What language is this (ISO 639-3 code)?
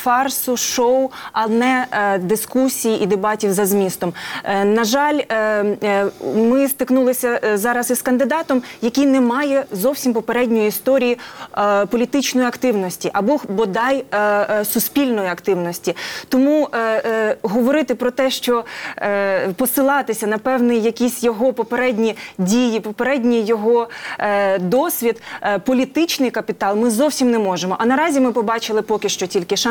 ukr